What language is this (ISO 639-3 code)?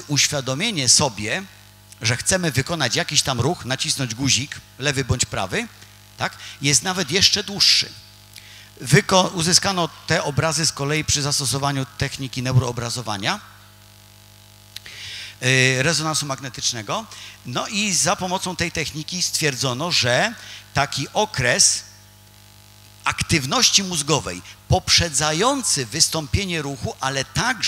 pol